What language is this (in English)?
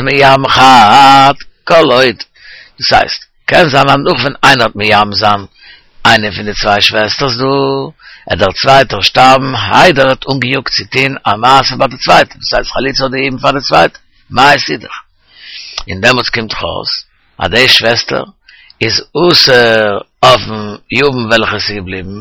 Yiddish